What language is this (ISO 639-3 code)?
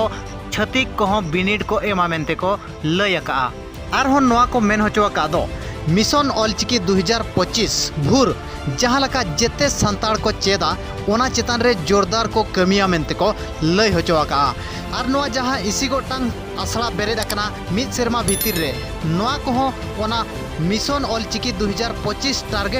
sat